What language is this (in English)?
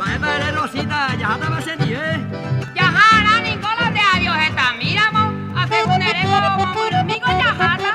Guarani